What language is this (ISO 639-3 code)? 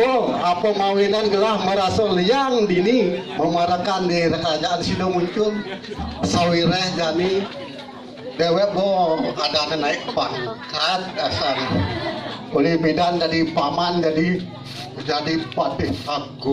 ban